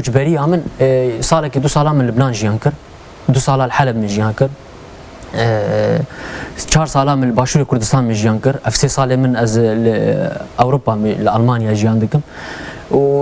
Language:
Kurdish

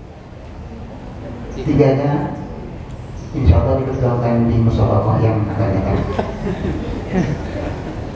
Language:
Indonesian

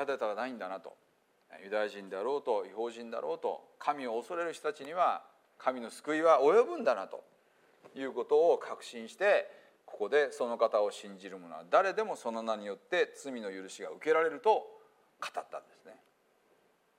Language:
Japanese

